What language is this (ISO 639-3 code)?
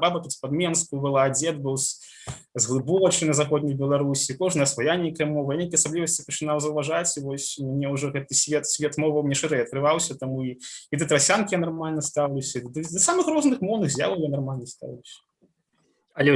bel